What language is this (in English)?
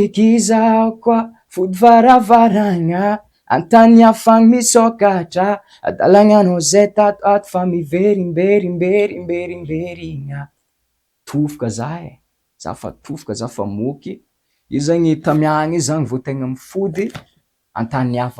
Malagasy